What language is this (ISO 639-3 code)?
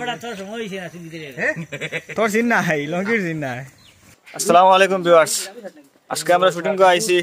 syl